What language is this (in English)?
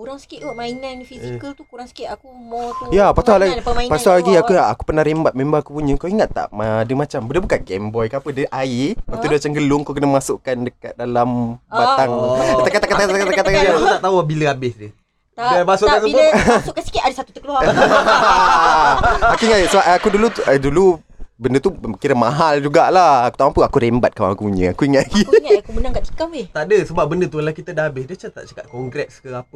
Malay